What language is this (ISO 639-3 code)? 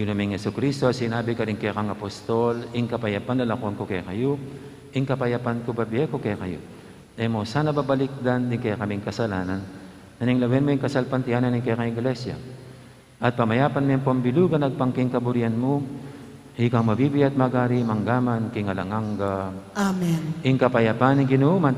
pam